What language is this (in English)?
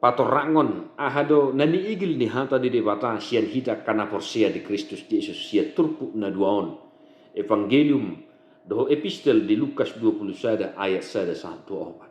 Batak Toba